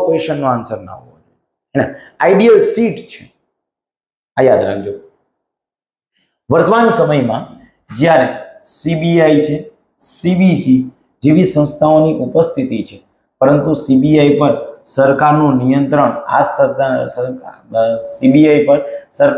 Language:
Gujarati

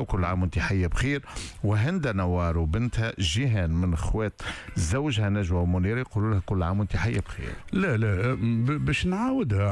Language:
Tunisian Arabic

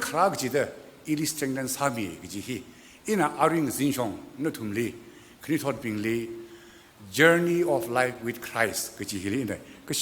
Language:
Tangkhul Naga (India)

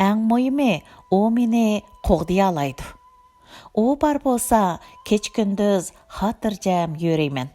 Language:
Uyghur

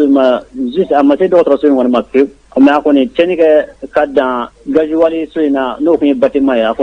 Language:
Bambara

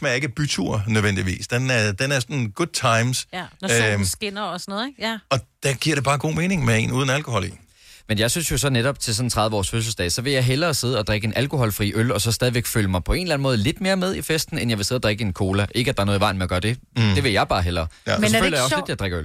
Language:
Danish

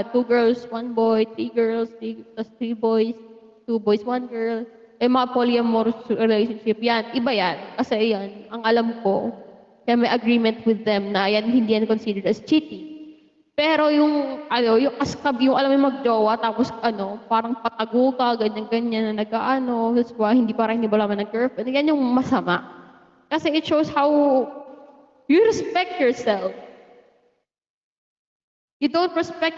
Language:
Filipino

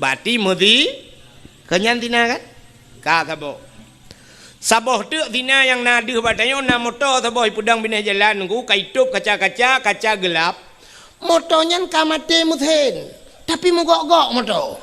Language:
Achinese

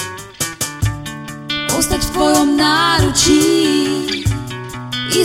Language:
Slovak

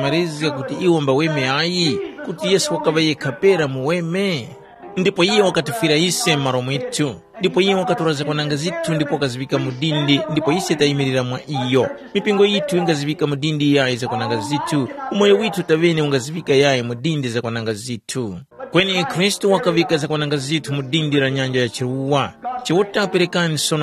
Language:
Tumbuka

